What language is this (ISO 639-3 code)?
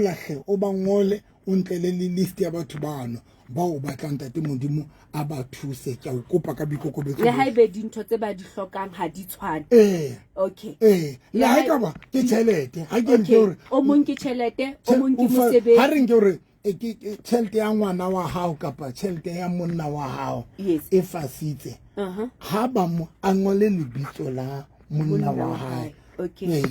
sot